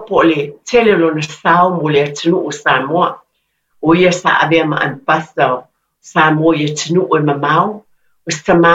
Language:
Samoan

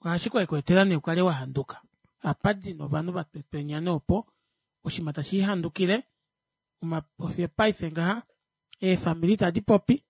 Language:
Kuanyama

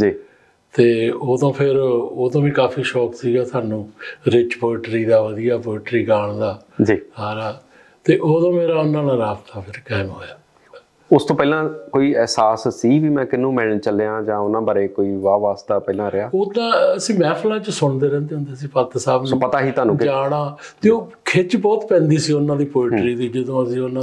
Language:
Punjabi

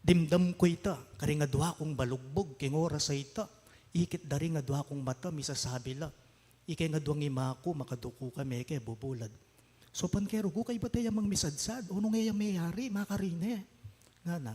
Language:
Pampanga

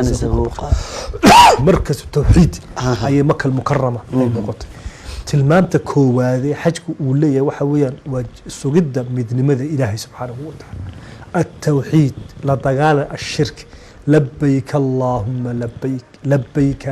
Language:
Somali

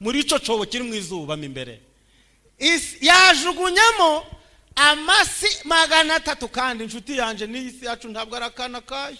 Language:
Kinyarwanda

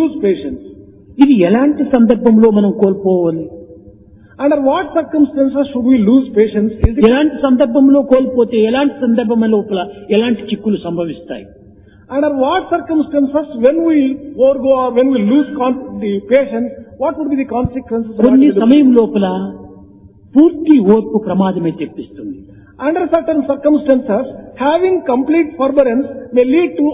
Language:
Telugu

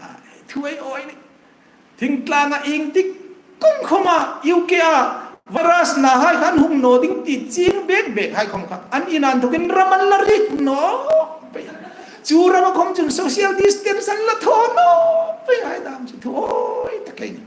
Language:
Hmar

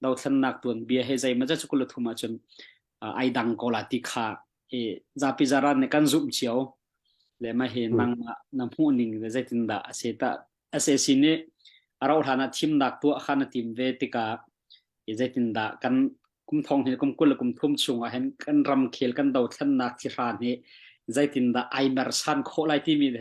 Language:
Hakha Chin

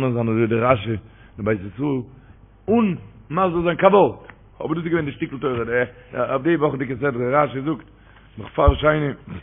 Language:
Yiddish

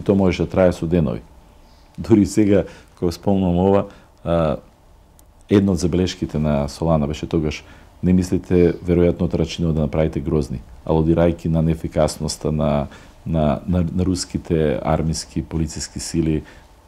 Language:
Macedonian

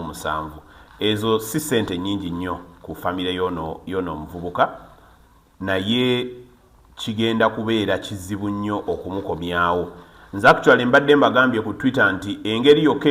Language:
Ganda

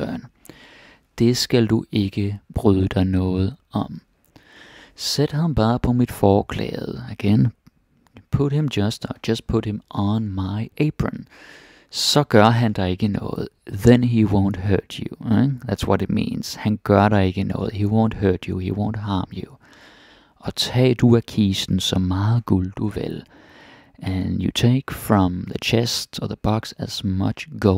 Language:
Danish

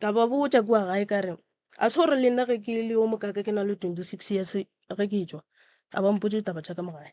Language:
Northern Sotho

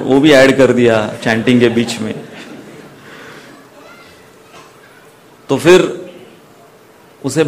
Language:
Hindi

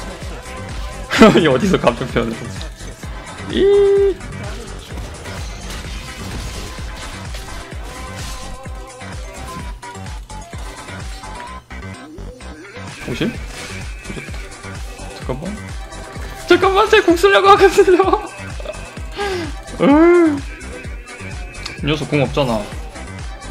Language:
Korean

